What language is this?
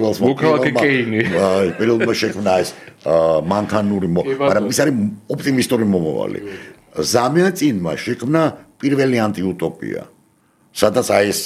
Georgian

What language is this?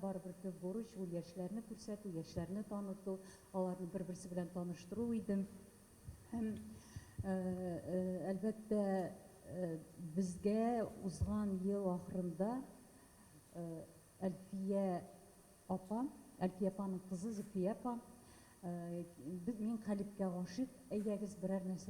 Tatar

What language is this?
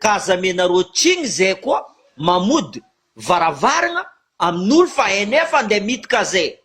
Malagasy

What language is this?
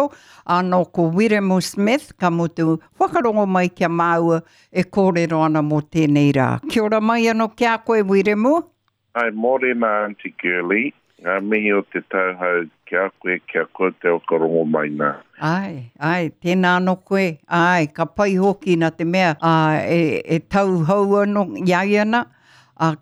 Māori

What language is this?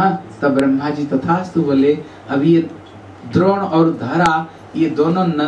Hindi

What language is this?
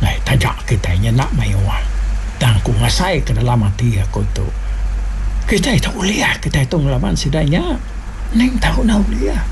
Iban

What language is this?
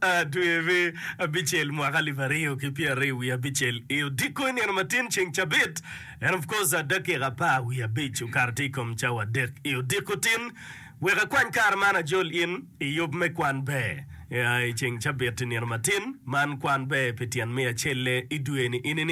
Acoli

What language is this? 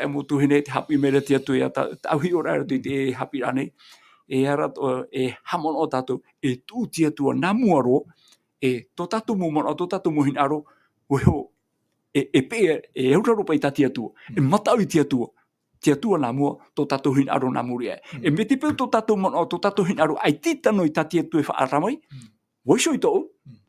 Tahitian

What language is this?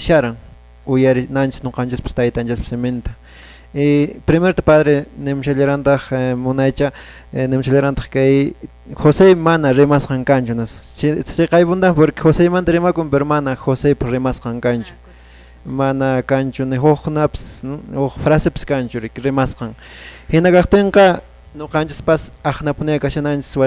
Quechua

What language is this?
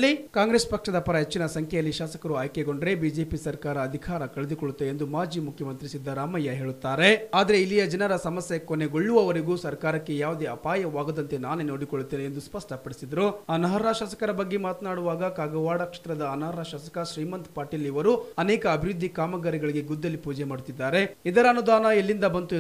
Kannada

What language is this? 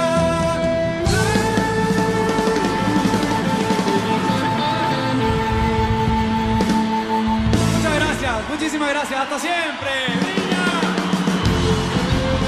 Spanish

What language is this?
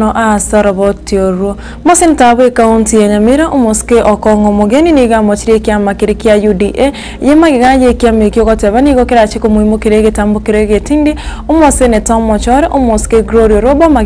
Gusii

